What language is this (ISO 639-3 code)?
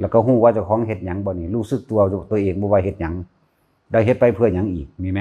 tts